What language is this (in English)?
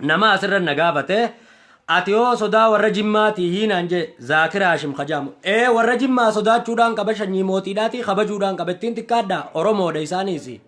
Oromo